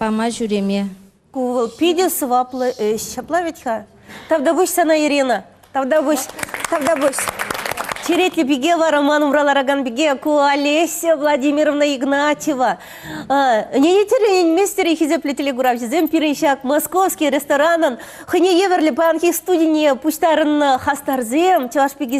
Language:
Chuvash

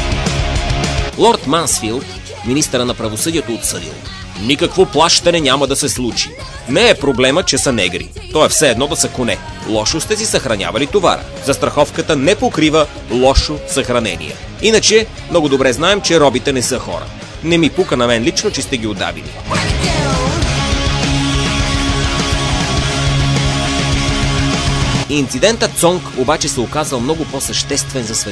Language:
Bulgarian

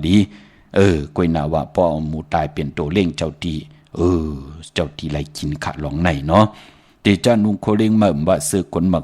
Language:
Shan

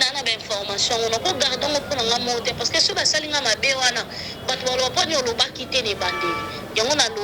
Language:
Lingala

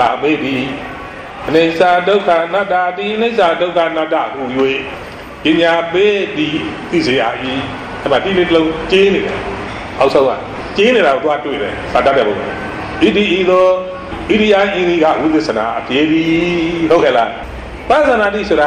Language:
Burmese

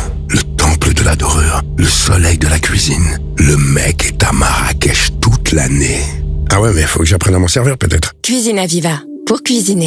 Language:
French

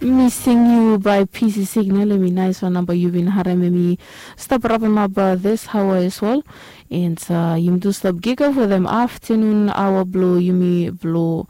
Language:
Bislama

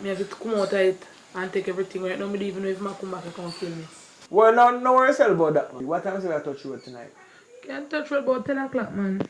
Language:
Jamaican Creole English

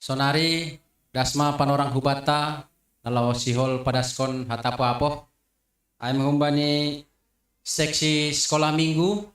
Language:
Batak Simalungun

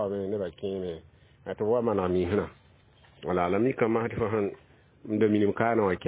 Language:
Mossi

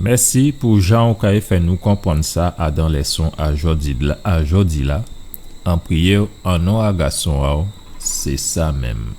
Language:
Guadeloupean Creole French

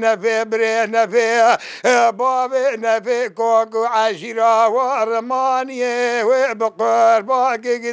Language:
Kurdish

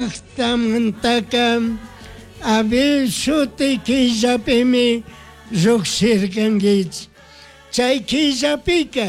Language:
Chimborazo Highland Quichua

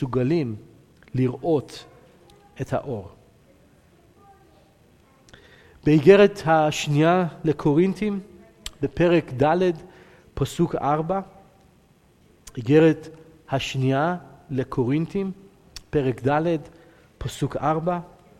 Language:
Hebrew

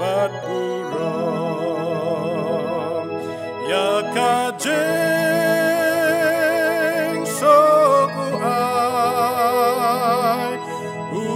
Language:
Khasi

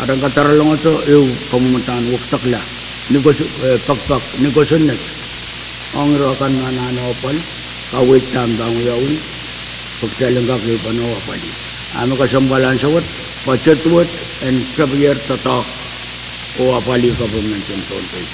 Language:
Pohnpeian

